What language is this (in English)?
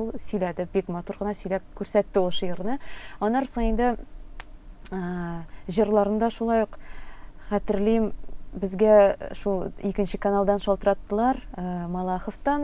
Tatar